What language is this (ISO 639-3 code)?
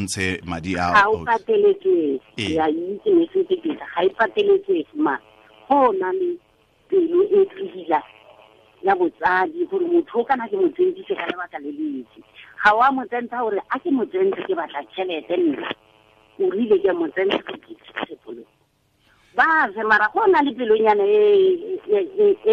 tsn